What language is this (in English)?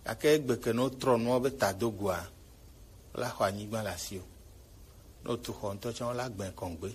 Gen